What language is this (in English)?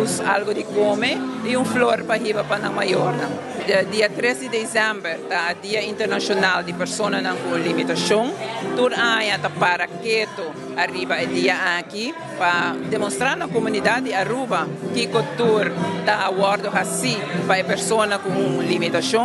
Papiamento